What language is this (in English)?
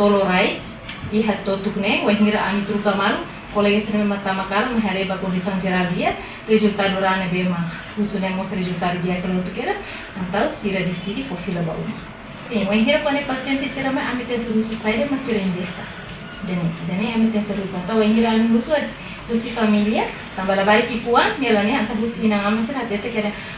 Tetum